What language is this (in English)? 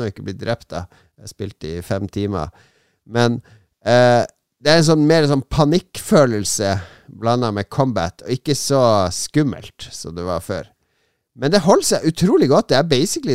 Norwegian